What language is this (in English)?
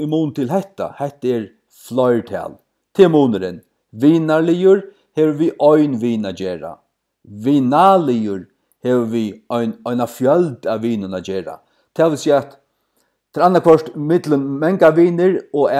Faroese